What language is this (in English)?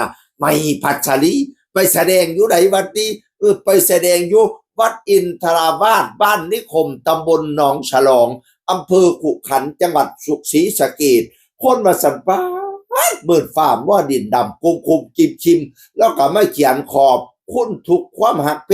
Northeastern Thai